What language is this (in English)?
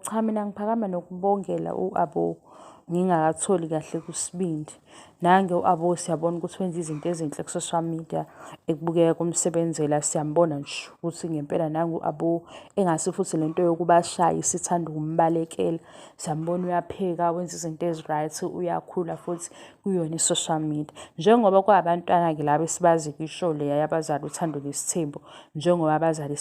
Zulu